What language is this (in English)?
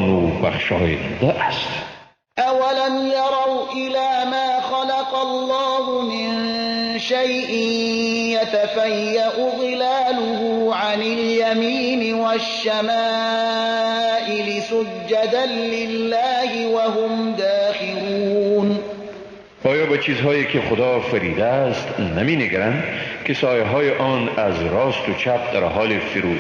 Persian